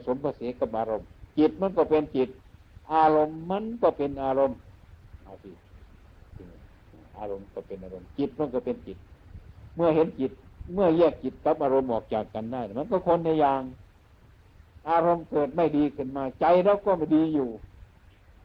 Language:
Thai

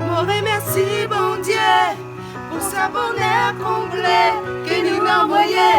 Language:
Réunion Creole French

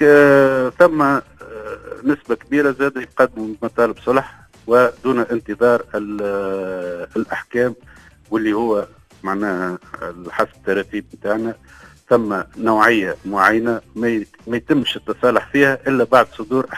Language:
Tunisian Arabic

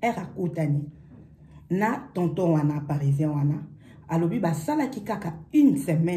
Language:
Lingala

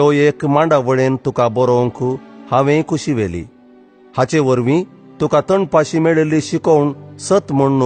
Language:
Konkani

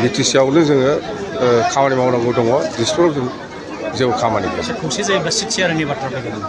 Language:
Bodo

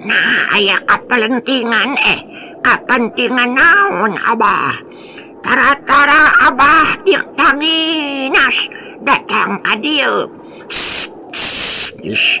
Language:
Sundanese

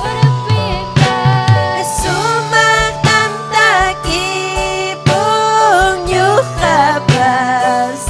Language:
Ayacucho Quechua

